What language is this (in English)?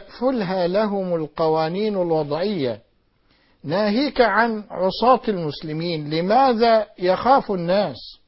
Arabic